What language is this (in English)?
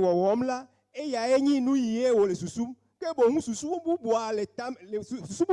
Ewe